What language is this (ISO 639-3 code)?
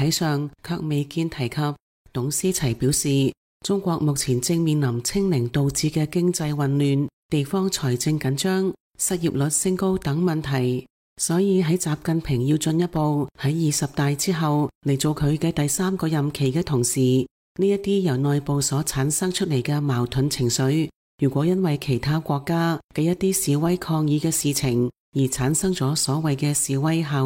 yue